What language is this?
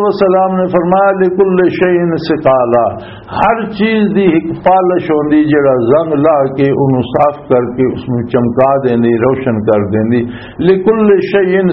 Western Panjabi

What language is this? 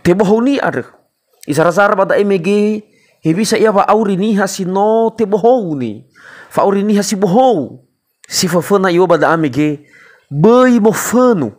Nias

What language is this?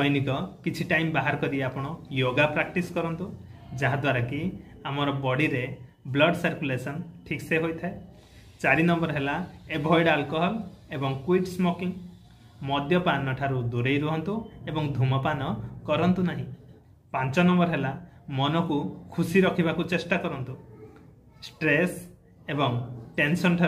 Odia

